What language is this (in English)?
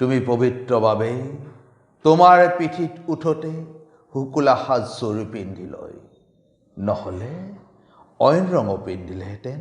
Assamese